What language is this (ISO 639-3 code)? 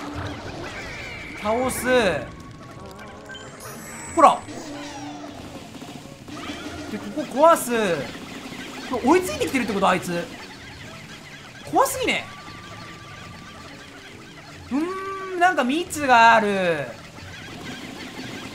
jpn